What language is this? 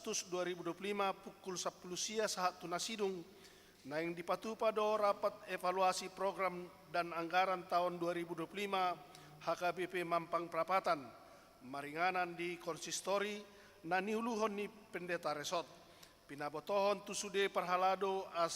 Batak Toba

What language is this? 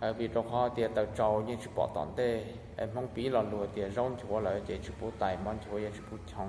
Hmong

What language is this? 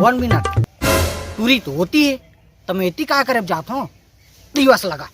Chhattisgarhi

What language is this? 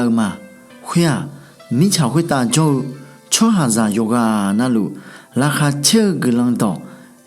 Akha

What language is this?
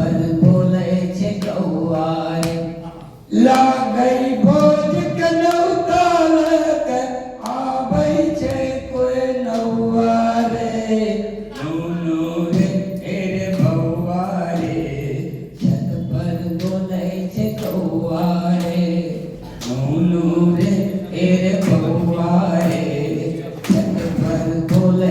Angika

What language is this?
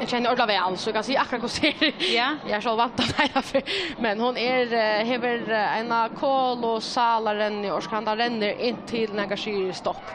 Faroese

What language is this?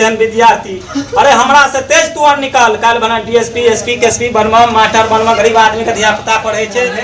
Maithili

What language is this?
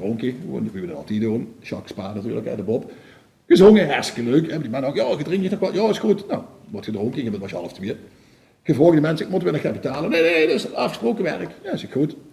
Limburgish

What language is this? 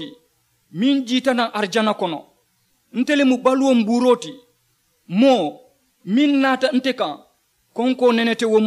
Mandingo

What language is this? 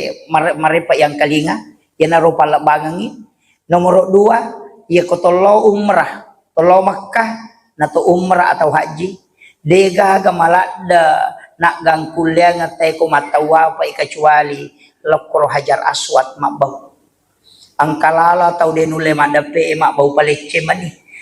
Buginese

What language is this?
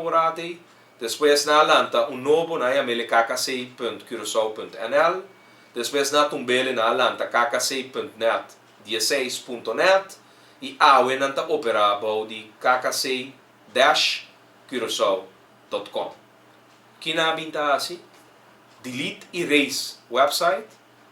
Papiamento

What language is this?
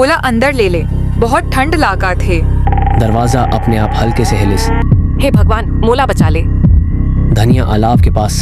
Chhattisgarhi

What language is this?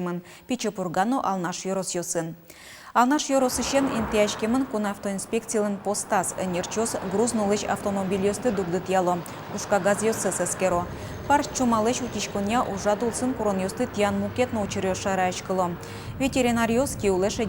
Udmurt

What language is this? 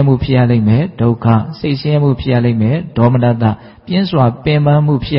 Burmese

